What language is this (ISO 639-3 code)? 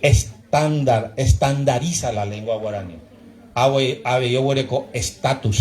grn